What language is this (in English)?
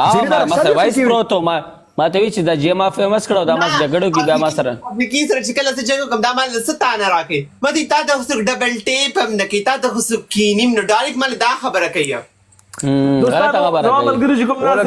Pashto